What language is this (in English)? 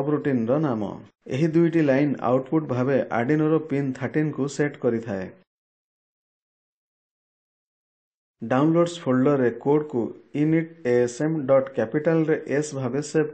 Odia